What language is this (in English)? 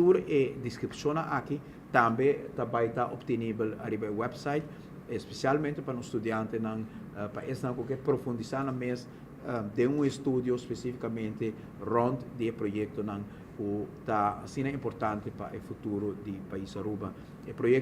Papiamento